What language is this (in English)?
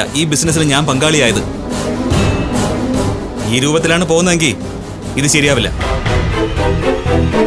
Malayalam